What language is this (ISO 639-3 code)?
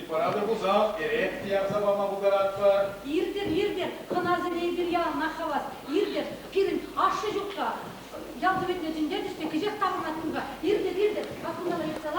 chv